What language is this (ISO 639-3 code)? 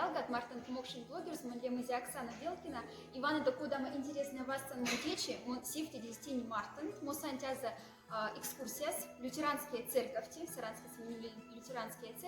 mdf